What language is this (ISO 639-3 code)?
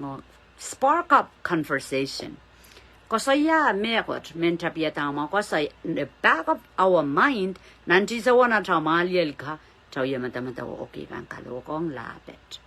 pon